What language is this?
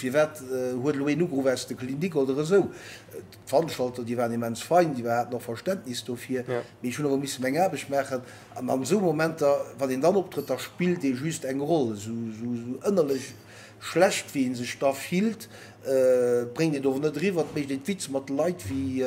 Luxembourgish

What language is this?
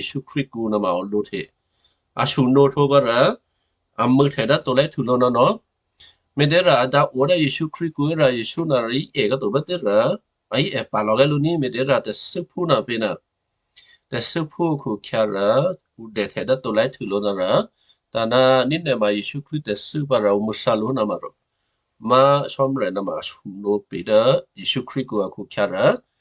Western Kayah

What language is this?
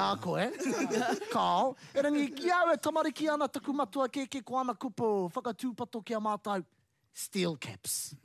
Māori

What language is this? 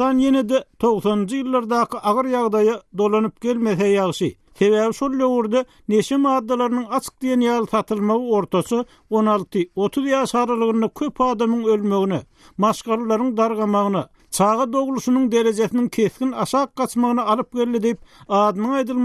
Turkmen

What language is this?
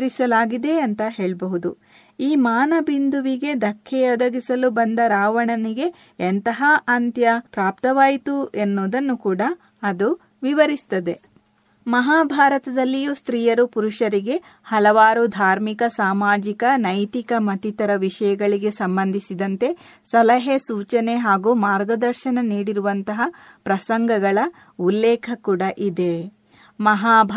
Kannada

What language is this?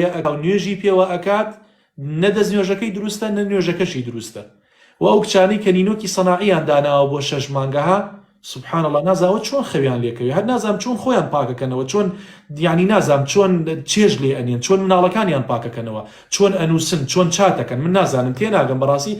Central Kurdish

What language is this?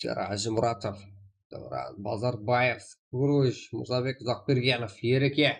Kara-Kalpak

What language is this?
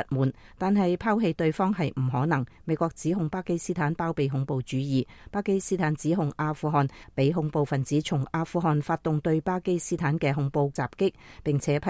Cantonese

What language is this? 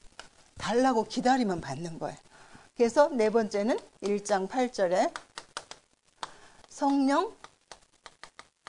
Korean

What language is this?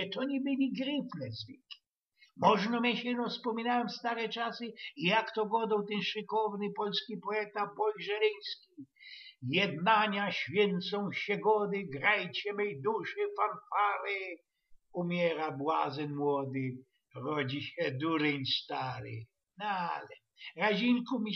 Silesian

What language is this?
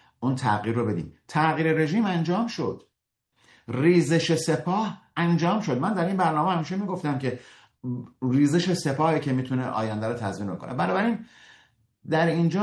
Persian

